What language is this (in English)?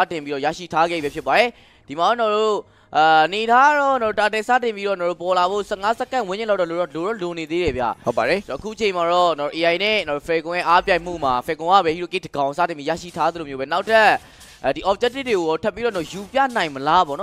Burmese